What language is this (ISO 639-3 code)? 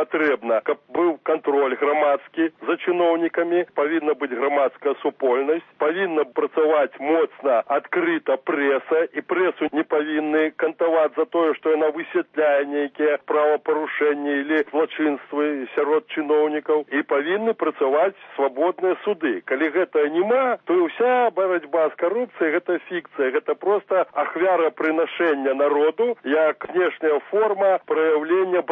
bel